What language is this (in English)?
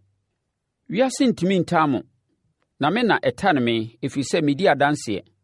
Akan